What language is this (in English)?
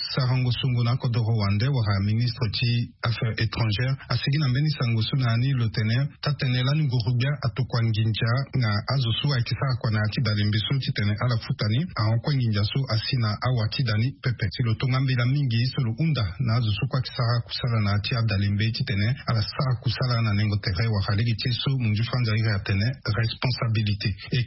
Sango